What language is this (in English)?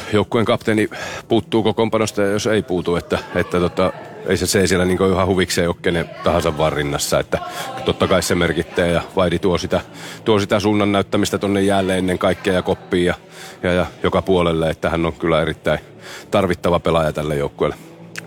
Finnish